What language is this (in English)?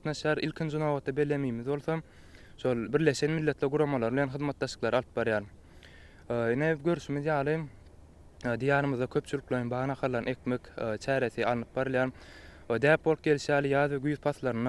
Turkmen